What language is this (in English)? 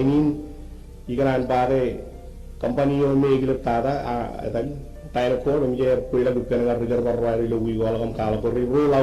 Marshallese